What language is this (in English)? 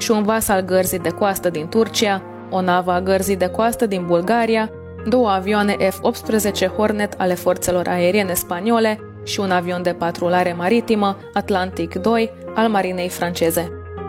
Romanian